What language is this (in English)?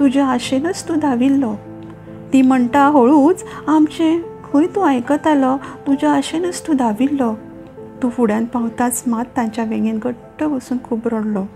Konkani